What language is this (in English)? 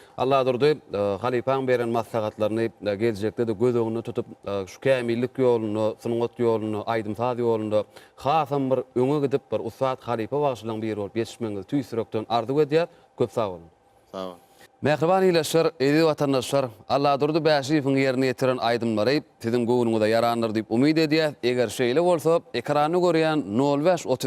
Turkmen